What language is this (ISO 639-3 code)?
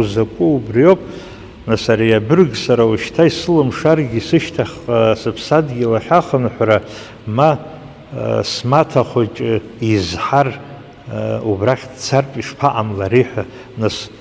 abk